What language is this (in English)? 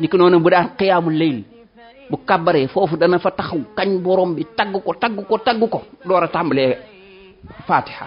Wolof